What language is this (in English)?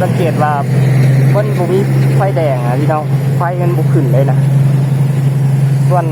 Lao